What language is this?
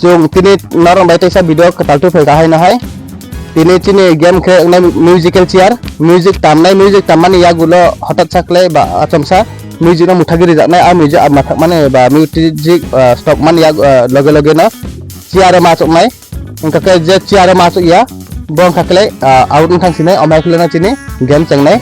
Kok Borok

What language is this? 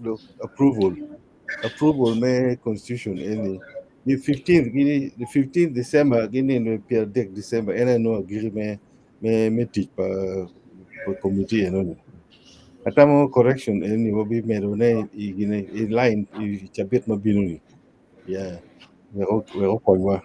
Acoli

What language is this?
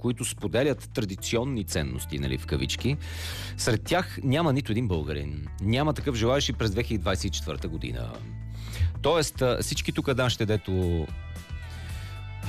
Bulgarian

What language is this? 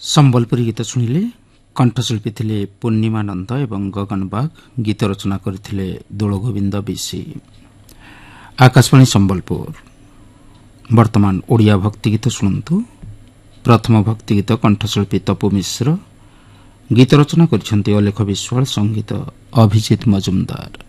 Odia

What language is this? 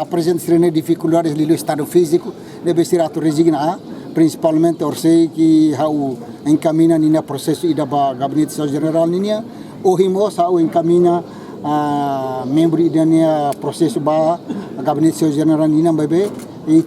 Tetum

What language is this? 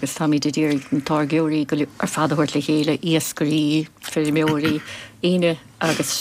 Irish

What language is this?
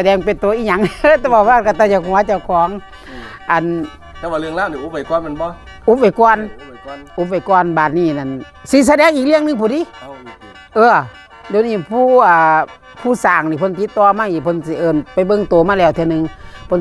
Northeastern Thai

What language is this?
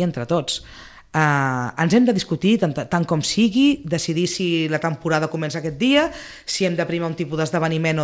Catalan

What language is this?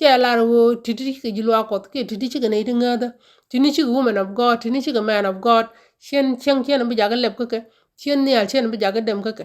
Nuer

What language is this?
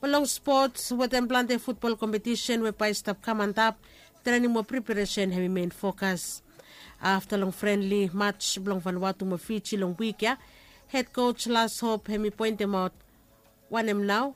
Bislama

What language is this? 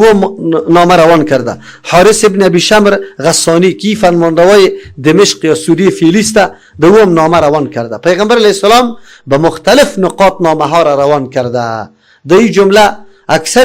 Persian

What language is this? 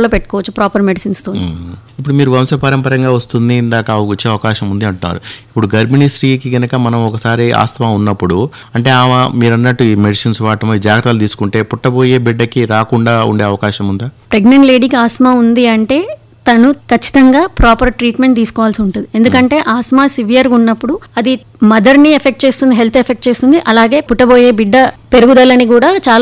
Telugu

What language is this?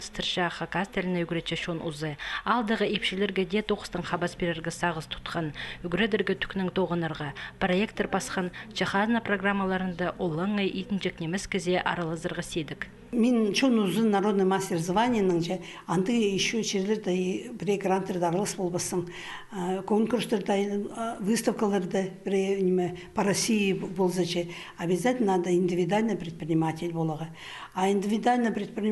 Khakas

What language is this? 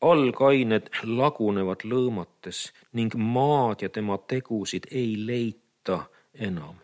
Estonian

